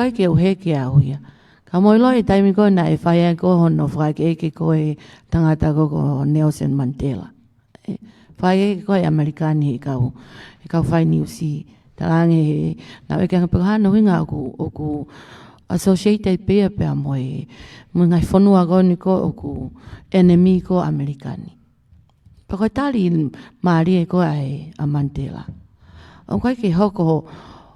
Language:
Tongan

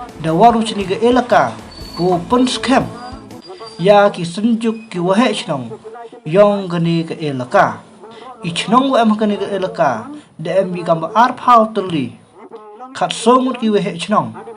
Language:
Khasi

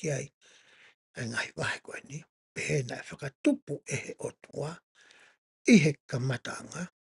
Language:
Tongan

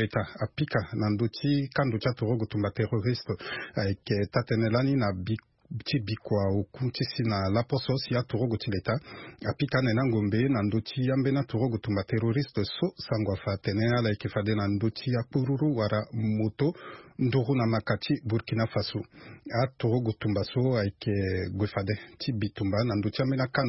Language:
Sango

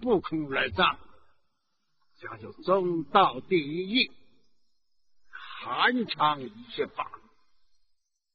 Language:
Chinese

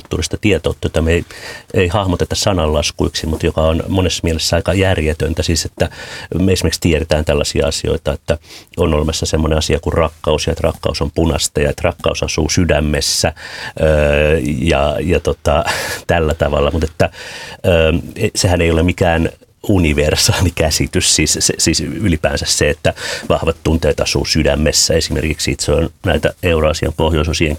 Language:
Finnish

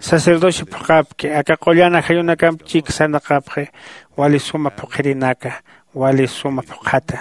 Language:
Aymara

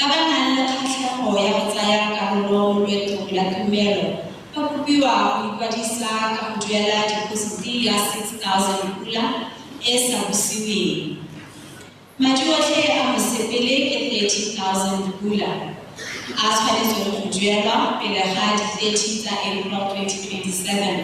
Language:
Tswana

